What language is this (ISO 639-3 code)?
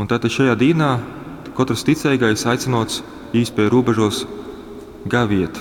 ltg